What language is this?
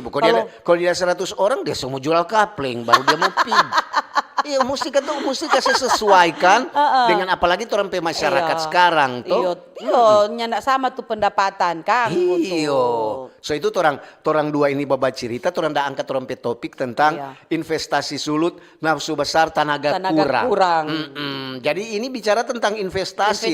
Manado Malay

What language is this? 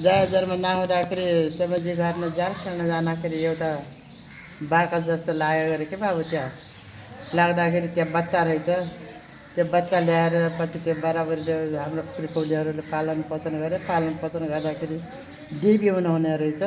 Nepali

